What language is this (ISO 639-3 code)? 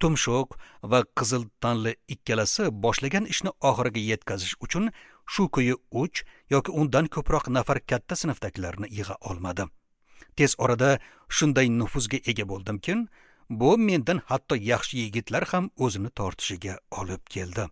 uzb